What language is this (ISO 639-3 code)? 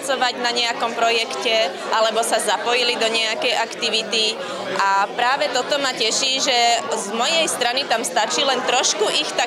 slk